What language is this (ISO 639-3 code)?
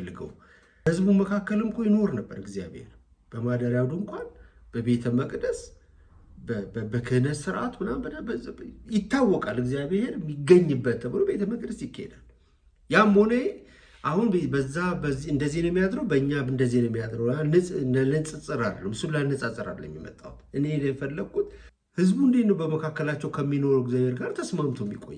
amh